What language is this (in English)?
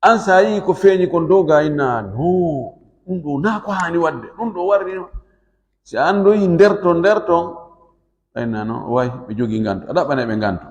Fula